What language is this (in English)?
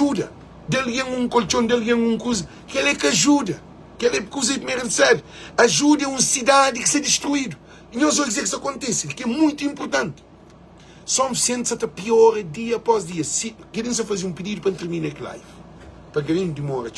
Kabuverdianu